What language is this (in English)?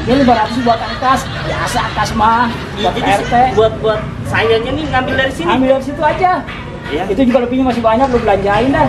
Betawi